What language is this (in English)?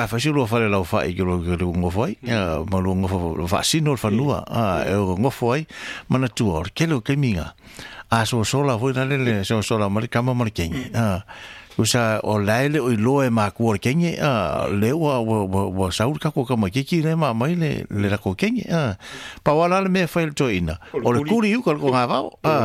Samoan